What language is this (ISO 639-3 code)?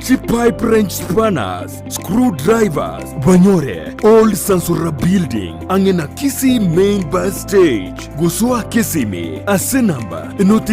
guz